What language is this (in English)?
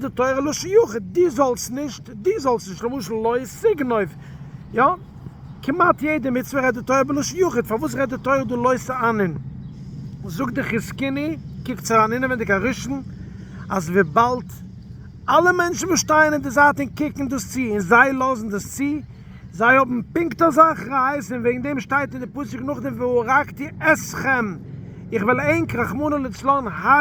Yiddish